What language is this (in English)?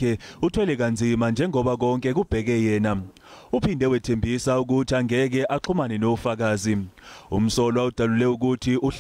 Zulu